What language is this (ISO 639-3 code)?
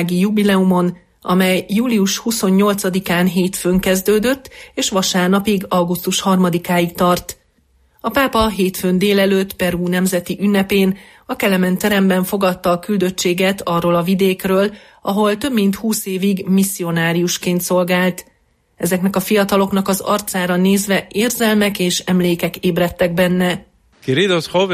hun